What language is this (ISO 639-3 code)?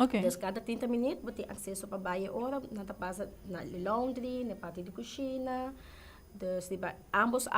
pap